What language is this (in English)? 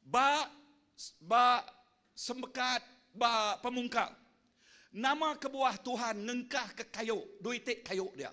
Iban